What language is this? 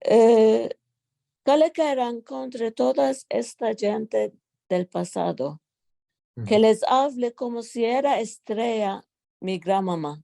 Ladino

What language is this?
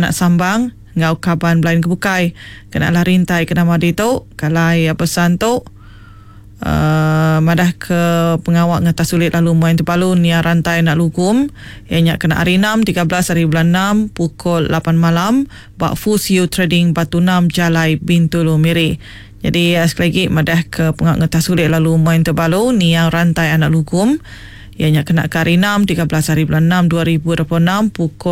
Iban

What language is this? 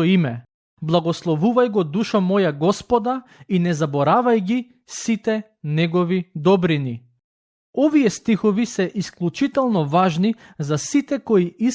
Macedonian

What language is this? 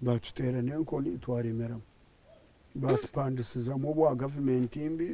Nyankole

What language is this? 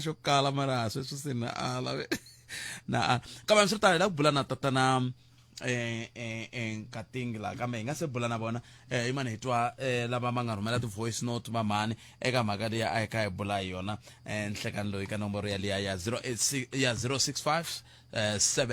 Tsonga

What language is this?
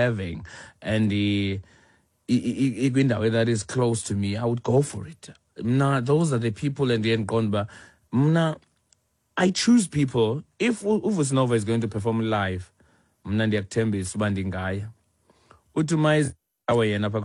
Xhosa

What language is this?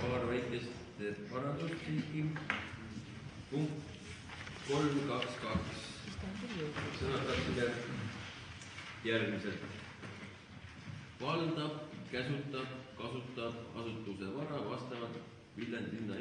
Estonian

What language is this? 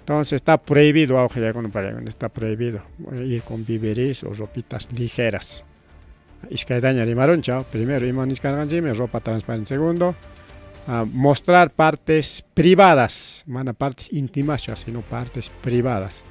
Ayacucho Quechua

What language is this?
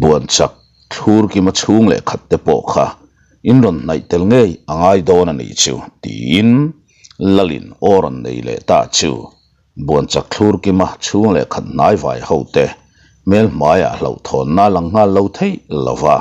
Mizo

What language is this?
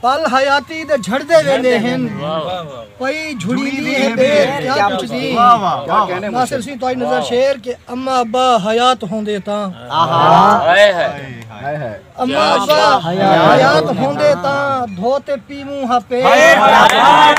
Saraiki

